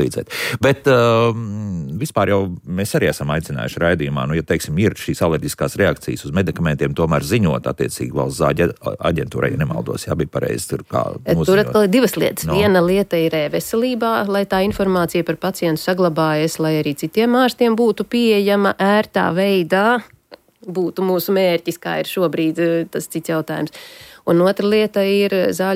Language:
Latvian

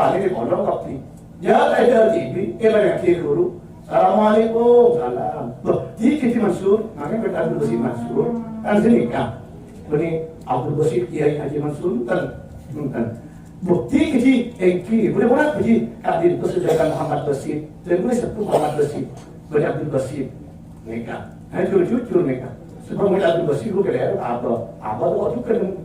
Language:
Madurese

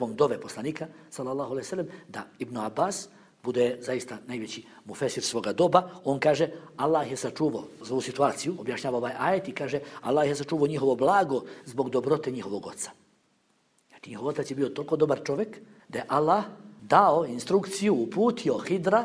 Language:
Bosnian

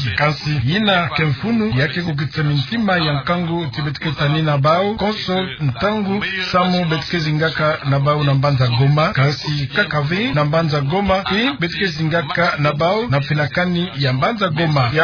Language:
Kituba (Democratic Republic of Congo)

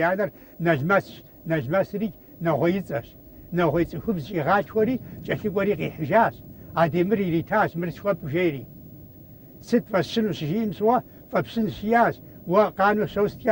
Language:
Kabardian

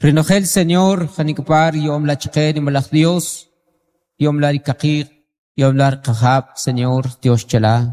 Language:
Kʼicheʼ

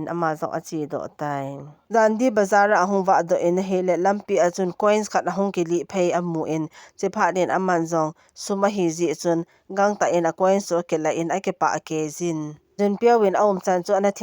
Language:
Thado Chin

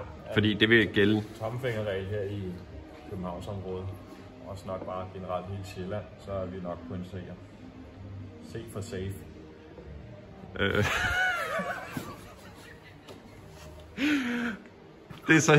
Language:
Danish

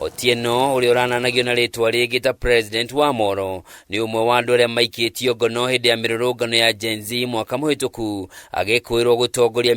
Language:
Kikuyu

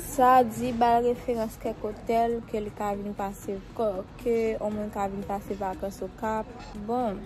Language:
Haitian Creole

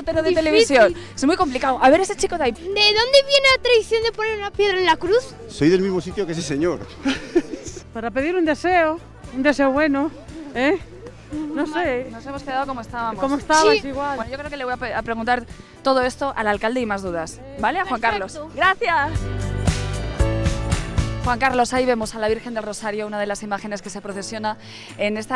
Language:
Spanish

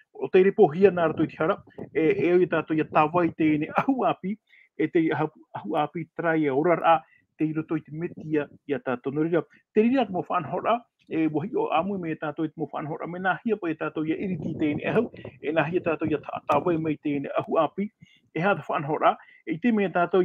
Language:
Tahitian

